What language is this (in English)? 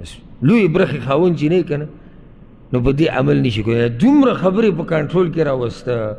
Pashto